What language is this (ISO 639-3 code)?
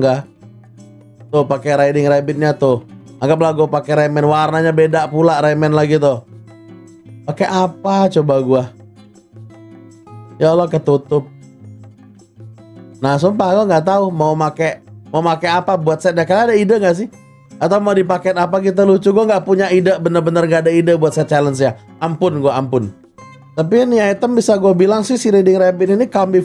ind